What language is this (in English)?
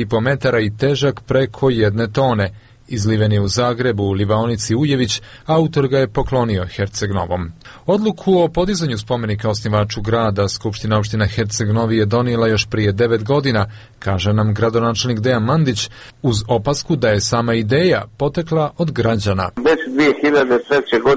Bosnian